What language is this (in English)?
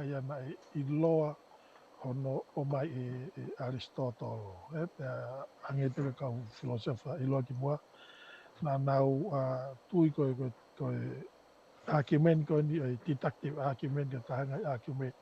Tongan